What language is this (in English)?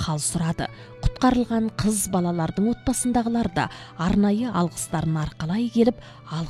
Kazakh